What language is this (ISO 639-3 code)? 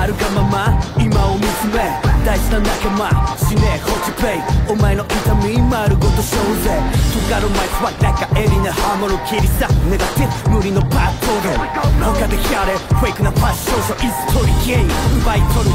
jpn